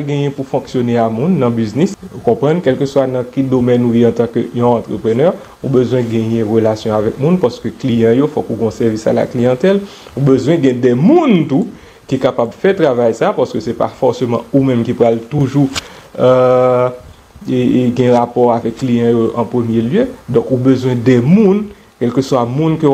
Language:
Haitian Creole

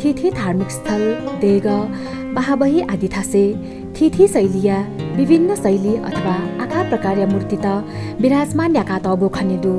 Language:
Newari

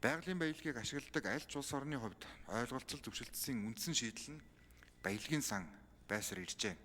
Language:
Mongolian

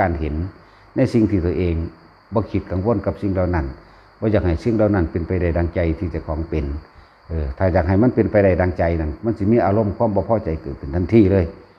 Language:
Northeastern Thai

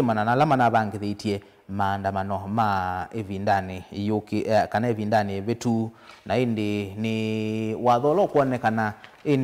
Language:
Kamba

